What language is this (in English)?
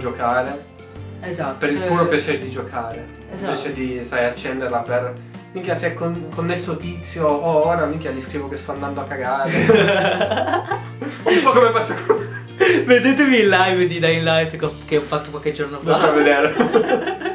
Italian